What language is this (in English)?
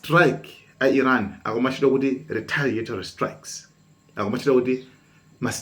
Nyanja